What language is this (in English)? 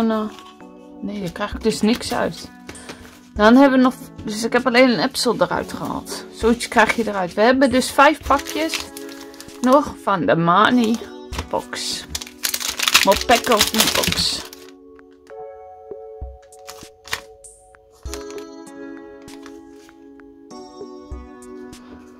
Dutch